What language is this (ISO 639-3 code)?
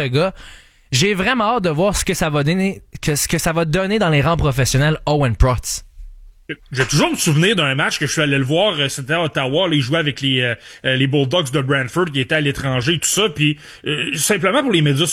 fra